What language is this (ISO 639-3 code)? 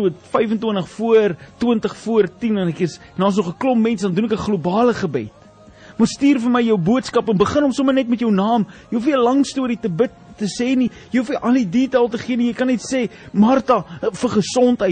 afr